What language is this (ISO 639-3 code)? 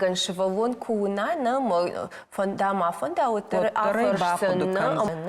oss